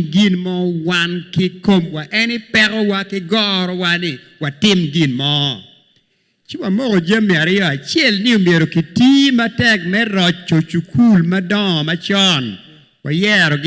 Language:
Acoli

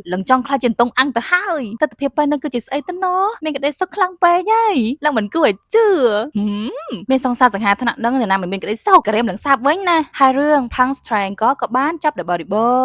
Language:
Khmer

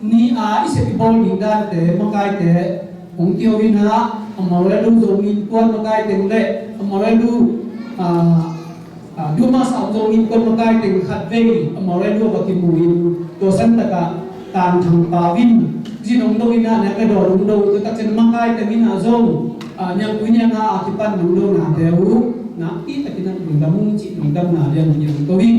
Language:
Tedim Chin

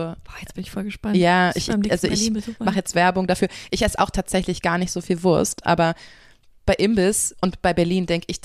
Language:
German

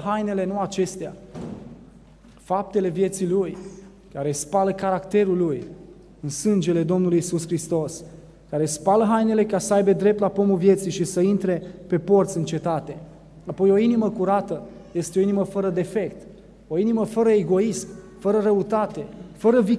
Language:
Romanian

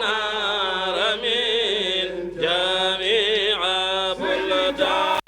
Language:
Fula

